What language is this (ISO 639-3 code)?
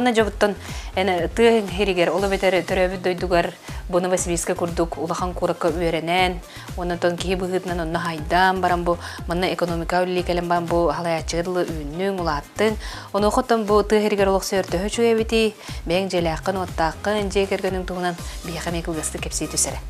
sah